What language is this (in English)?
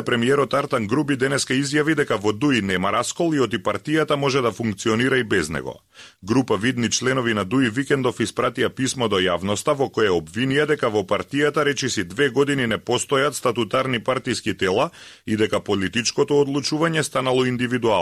Macedonian